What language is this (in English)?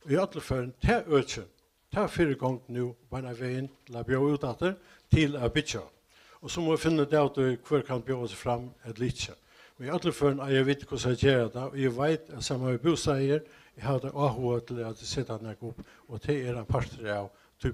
Faroese